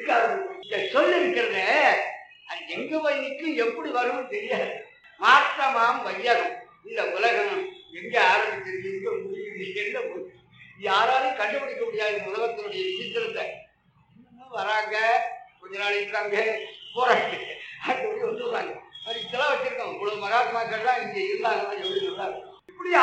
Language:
Tamil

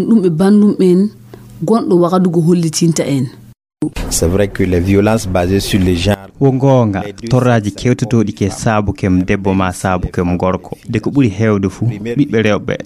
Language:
Fula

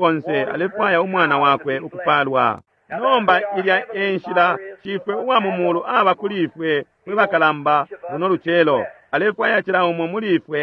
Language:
Bemba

